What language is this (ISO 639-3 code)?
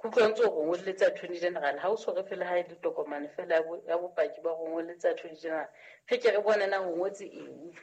sot